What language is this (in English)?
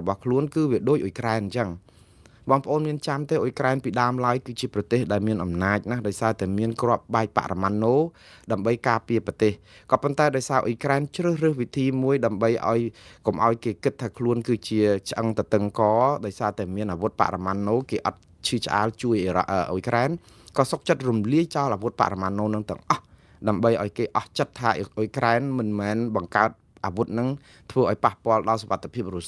Khmer